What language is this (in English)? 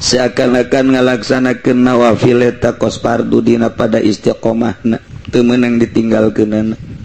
Sundanese